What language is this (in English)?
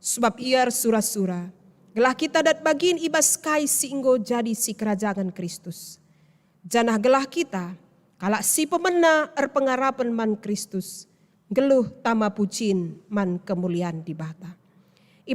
Batak Karo